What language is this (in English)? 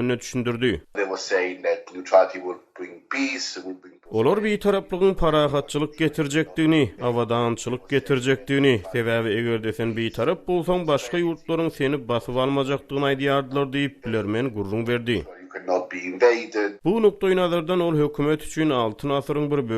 Turkmen